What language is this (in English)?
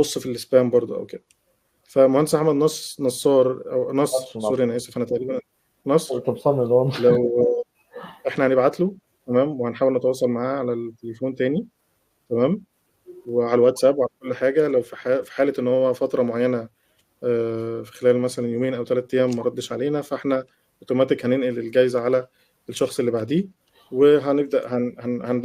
Egyptian Arabic